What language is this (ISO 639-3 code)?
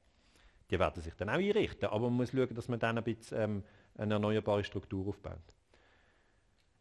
deu